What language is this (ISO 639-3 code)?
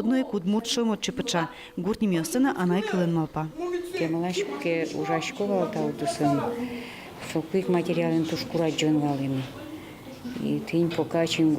udm